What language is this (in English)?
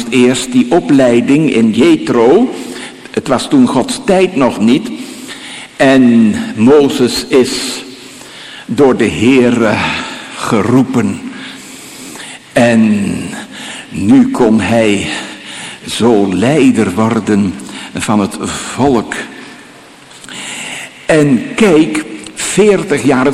Dutch